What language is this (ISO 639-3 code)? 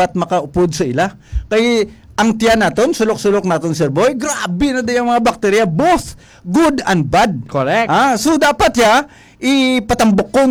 hil